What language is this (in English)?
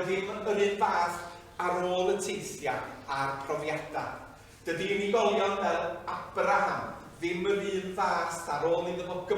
Welsh